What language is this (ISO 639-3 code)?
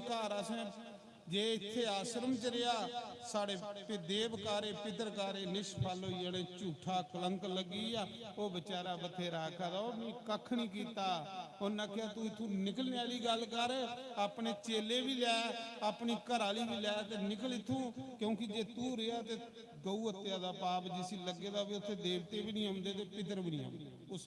doi